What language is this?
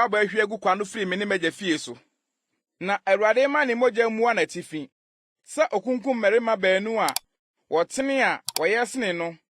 Akan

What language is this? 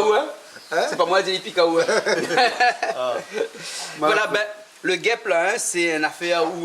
Réunion Creole French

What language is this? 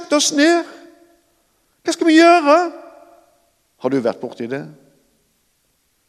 Norwegian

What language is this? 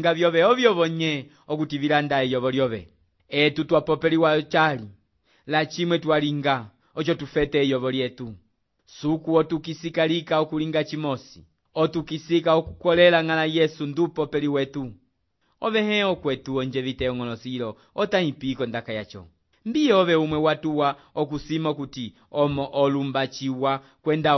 Umbundu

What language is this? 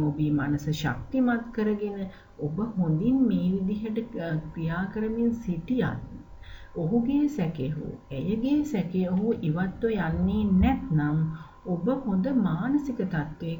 Sinhala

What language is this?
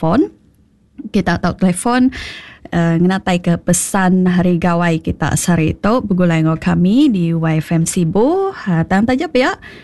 Iban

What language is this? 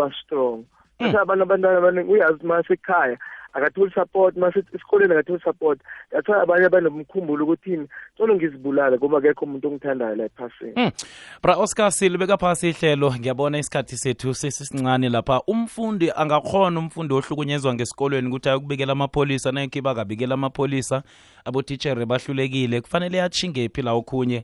South Ndebele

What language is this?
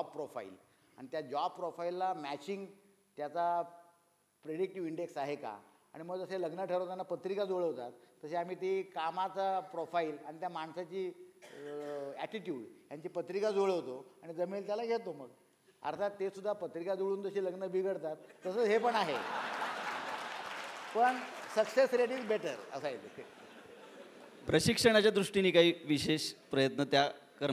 Marathi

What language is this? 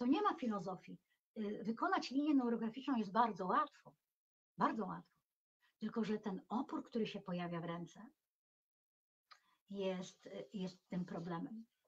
Polish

